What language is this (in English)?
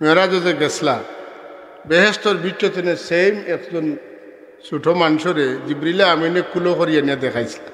Sylheti